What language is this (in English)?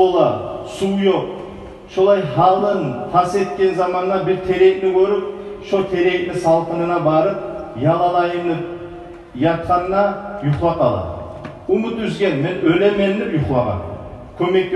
Kumyk